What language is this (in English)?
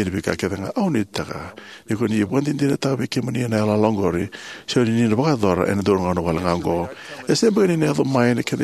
Fijian